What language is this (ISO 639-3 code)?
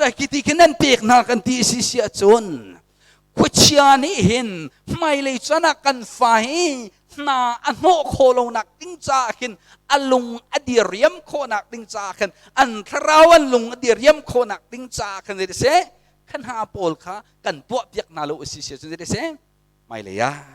cnh